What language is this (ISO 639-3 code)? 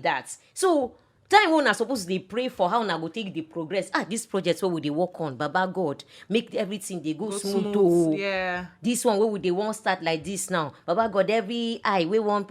pcm